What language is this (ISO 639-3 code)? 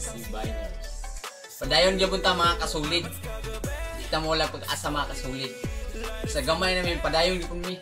ceb